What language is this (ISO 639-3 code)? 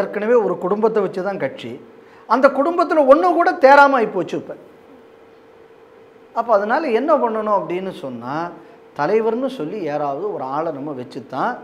tam